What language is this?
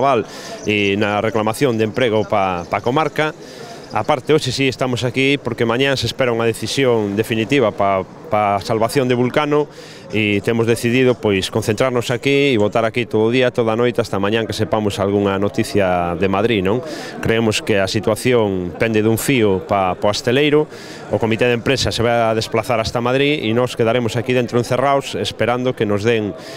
Galician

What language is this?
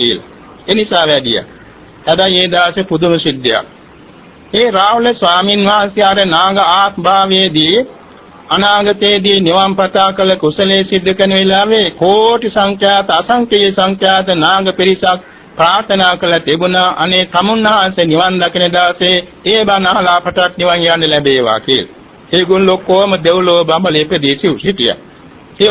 Sinhala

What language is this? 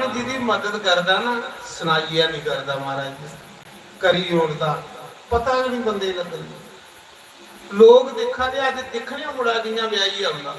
Dogri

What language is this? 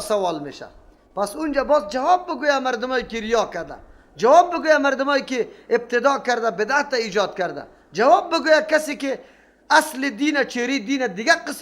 Persian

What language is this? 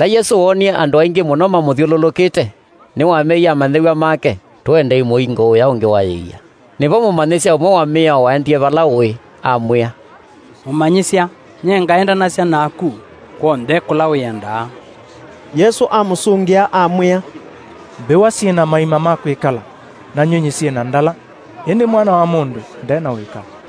Kamba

